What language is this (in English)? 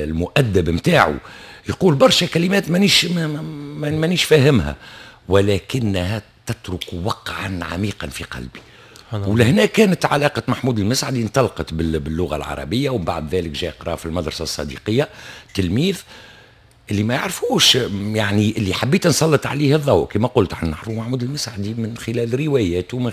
Tunisian Arabic